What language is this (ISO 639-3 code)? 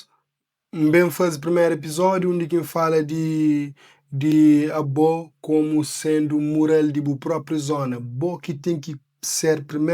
kea